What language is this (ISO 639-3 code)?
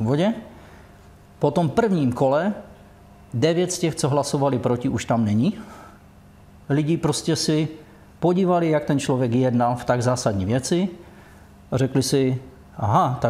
ces